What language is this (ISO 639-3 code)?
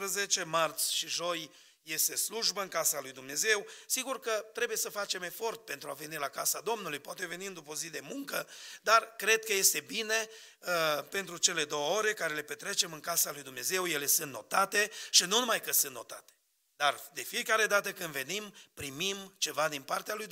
ron